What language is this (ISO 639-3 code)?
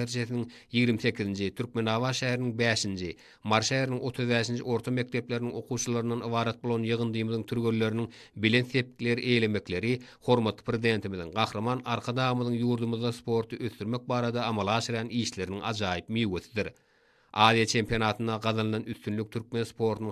tuk